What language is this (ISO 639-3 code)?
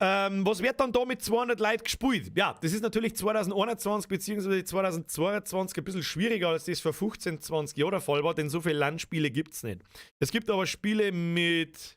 bar